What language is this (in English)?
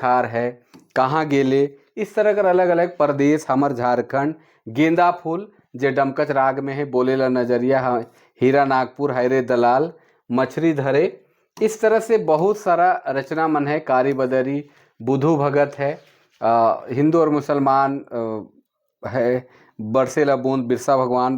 Sadri